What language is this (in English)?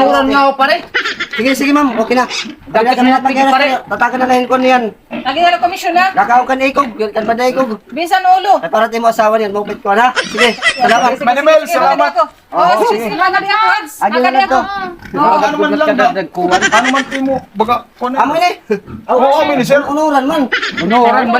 Waray